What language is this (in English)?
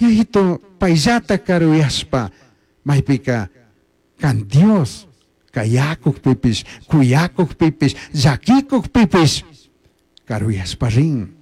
Chimborazo Highland Quichua